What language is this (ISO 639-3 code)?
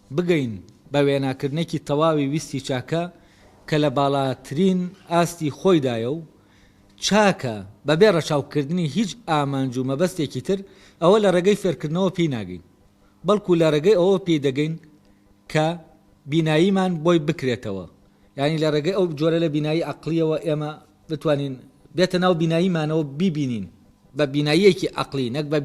ckb